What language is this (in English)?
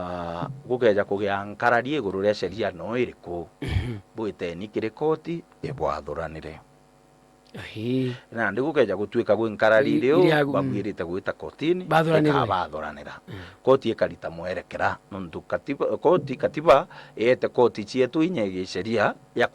Meru